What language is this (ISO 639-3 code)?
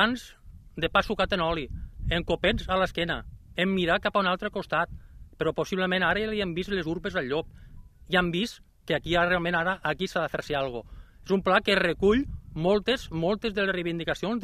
cat